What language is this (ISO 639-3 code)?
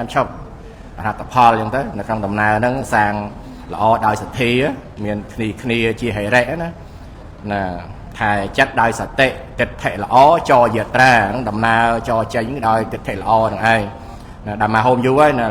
khm